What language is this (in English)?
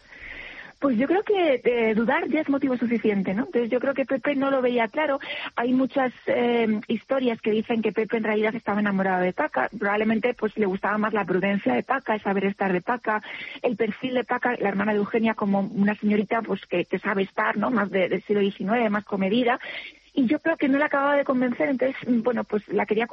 Spanish